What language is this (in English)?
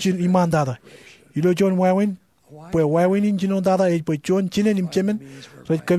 Marshallese